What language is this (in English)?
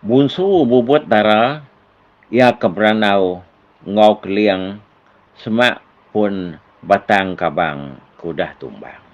Iban